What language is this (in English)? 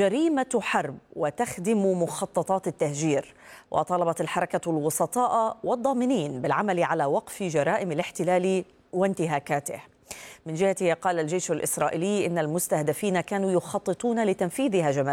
Arabic